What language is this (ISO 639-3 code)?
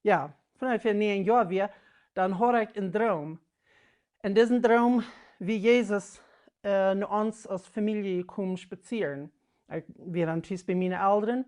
pdt